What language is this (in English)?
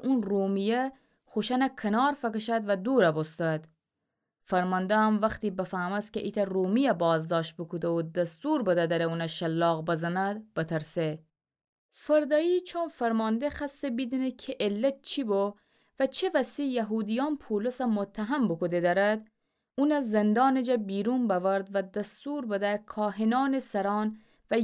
Gilaki